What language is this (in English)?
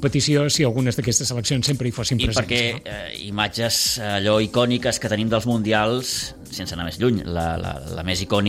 Catalan